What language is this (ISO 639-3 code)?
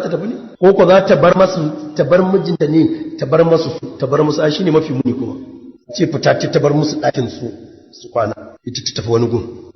hau